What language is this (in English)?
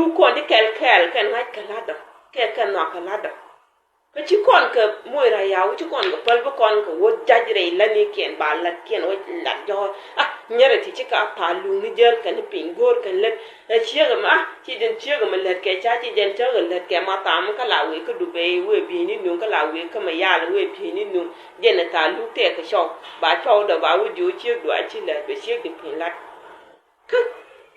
Nuer